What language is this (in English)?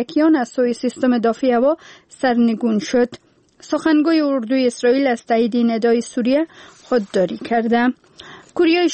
Persian